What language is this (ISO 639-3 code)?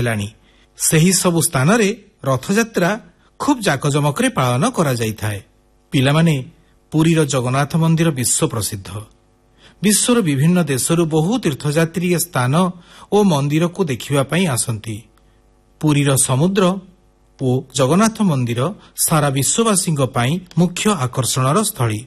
ori